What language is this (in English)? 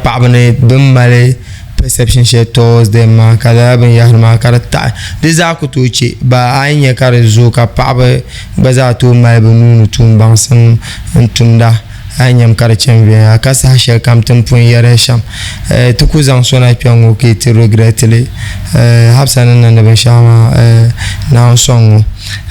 Dagbani